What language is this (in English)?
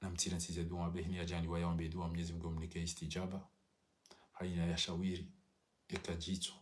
Ngazidja Comorian